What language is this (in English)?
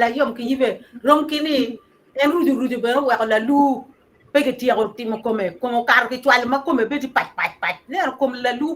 Acoli